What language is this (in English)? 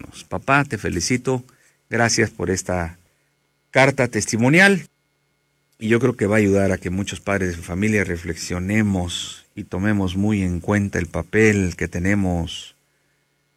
Spanish